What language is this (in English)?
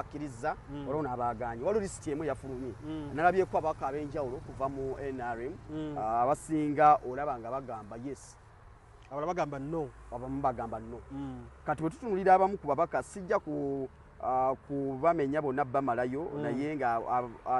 Ganda